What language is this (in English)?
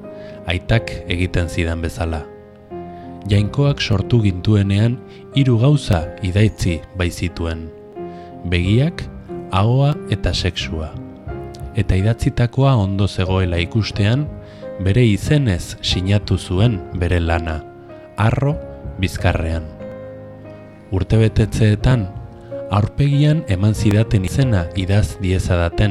Basque